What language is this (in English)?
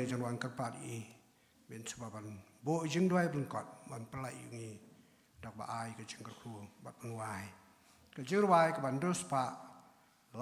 Khasi